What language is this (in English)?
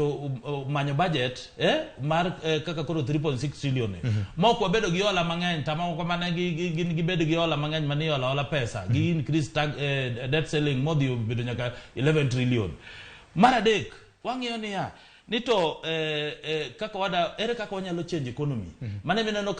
Luo (Kenya and Tanzania)